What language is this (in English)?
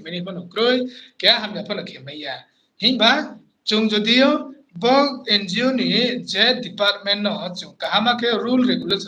Riang (India)